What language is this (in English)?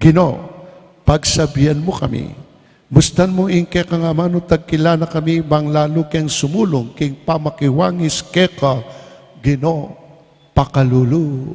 Pampanga